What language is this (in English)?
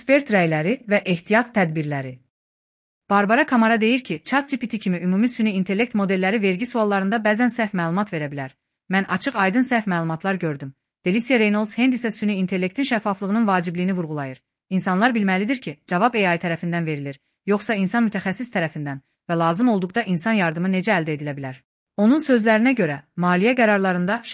Azerbaijani